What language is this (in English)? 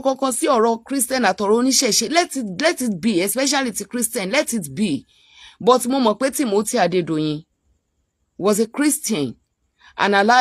Yoruba